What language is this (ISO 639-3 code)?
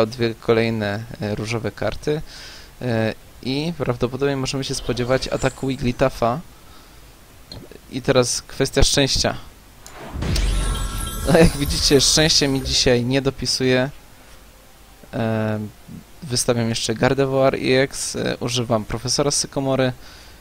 pol